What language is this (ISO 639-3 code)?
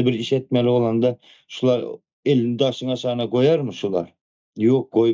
tuk